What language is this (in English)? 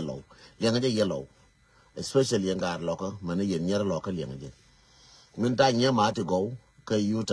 Nuer